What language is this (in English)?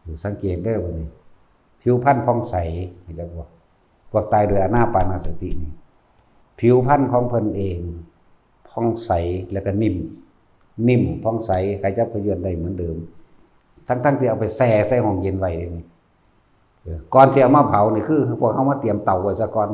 Northeastern Thai